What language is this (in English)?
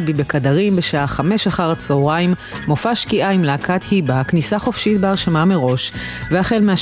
Hebrew